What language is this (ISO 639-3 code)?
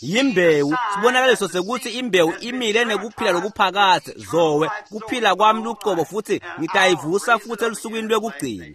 ssw